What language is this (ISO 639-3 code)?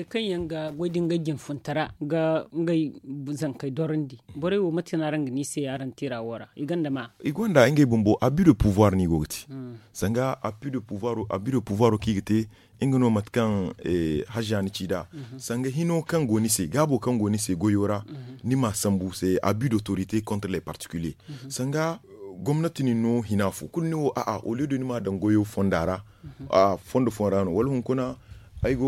dje